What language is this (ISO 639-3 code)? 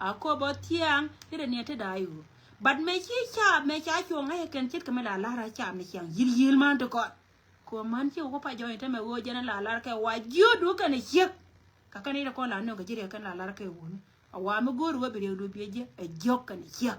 nus